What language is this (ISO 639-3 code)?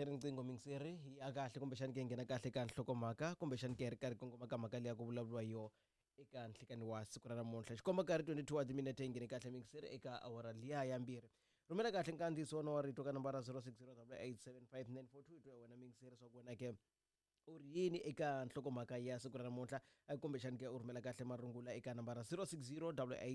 tso